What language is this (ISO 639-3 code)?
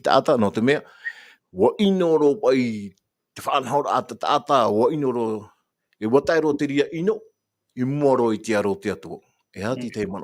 tah